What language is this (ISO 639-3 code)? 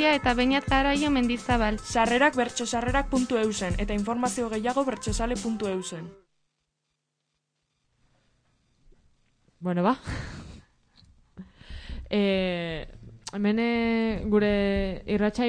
eus